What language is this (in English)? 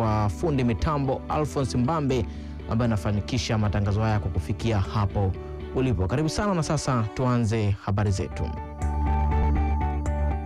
Swahili